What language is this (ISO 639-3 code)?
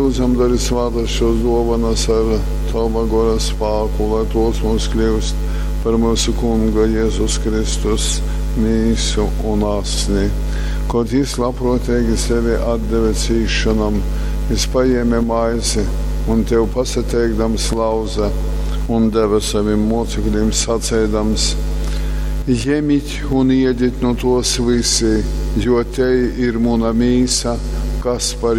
ltg